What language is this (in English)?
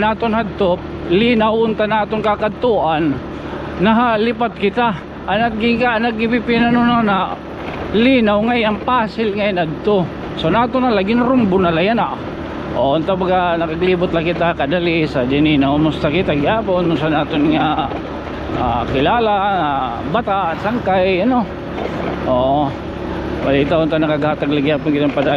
Waray